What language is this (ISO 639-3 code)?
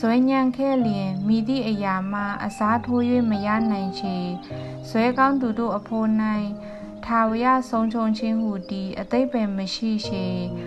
mya